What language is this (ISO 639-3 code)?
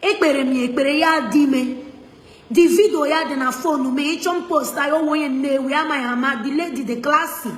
ibo